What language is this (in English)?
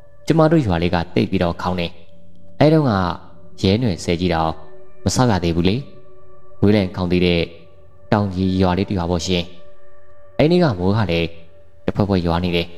Burmese